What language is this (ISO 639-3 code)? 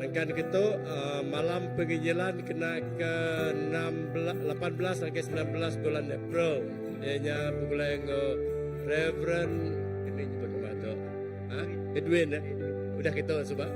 iba